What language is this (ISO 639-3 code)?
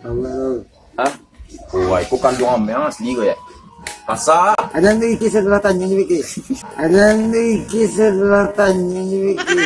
min